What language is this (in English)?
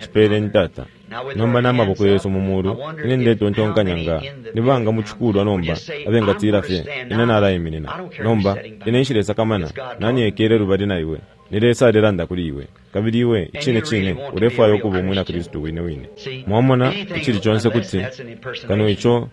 Bemba